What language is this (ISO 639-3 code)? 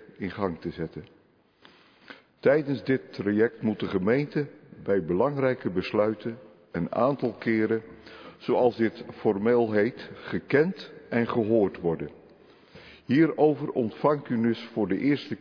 nld